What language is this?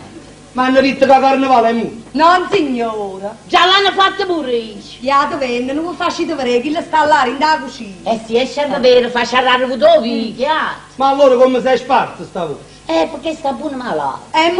Neapolitan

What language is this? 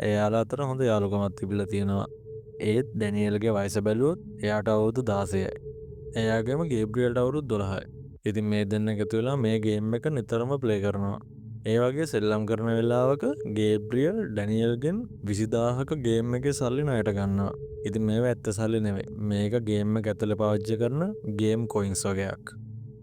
Sinhala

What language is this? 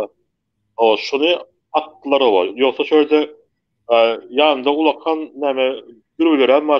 Turkmen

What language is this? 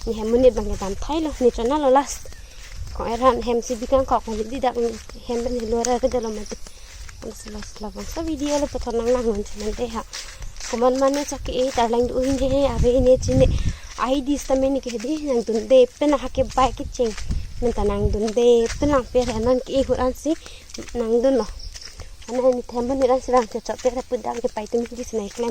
Karbi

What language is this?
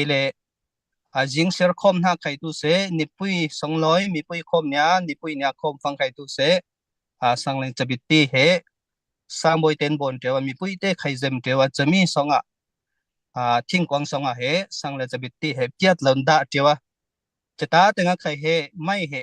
Falam Chin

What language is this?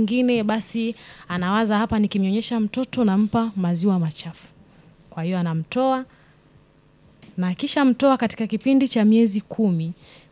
Swahili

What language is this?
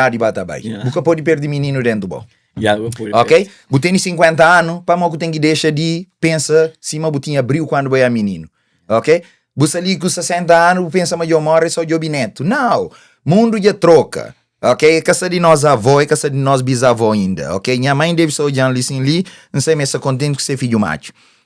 Kabuverdianu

